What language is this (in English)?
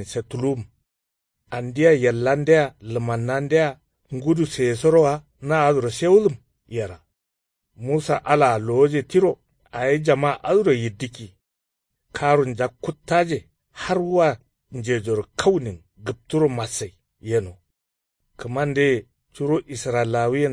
Kanuri